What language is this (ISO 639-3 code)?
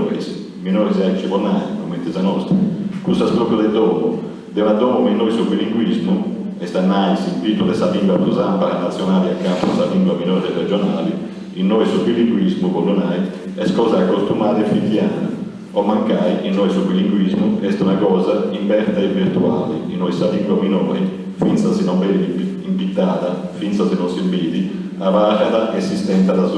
srd